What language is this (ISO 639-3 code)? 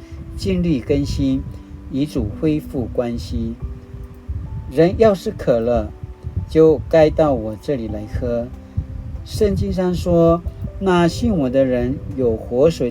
pwn